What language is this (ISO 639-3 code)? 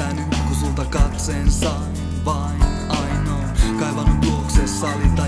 fin